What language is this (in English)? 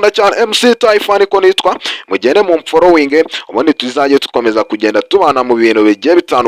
Kinyarwanda